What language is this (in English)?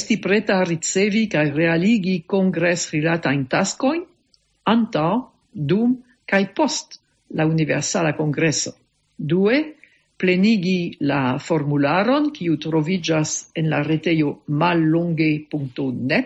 Esperanto